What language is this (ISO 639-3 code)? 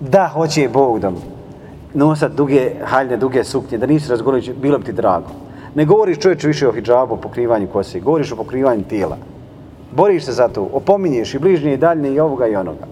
bos